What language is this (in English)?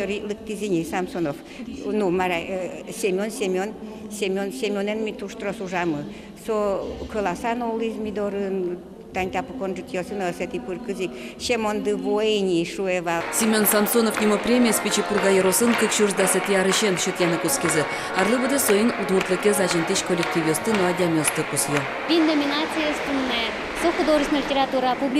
Udmurt